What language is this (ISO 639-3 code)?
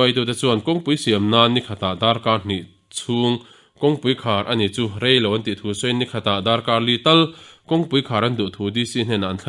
lus